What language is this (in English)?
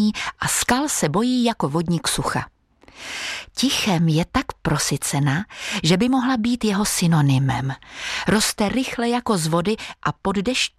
Czech